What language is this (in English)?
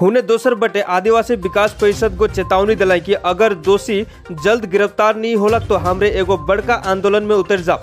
Sadri